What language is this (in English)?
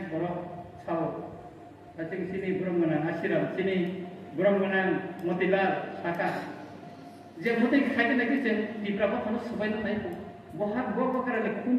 Kok Borok